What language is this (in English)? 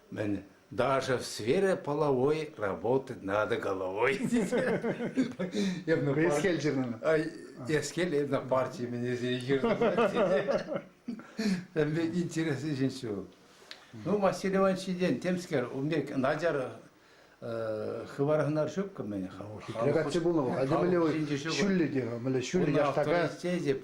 Chuvash